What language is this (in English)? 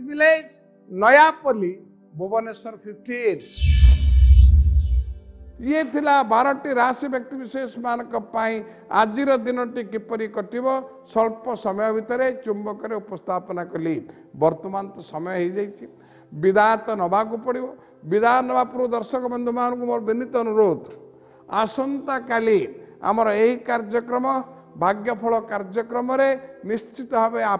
Odia